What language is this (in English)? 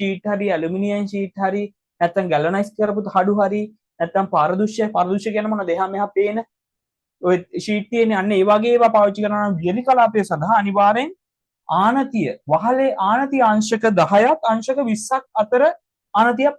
Sinhala